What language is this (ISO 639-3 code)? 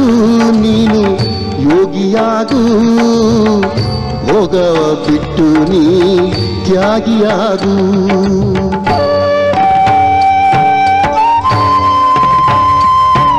kan